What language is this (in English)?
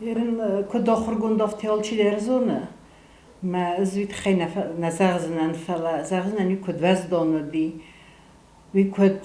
Ossetic